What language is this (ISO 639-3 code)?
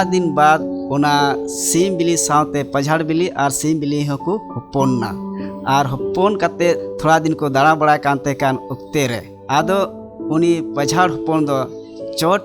sat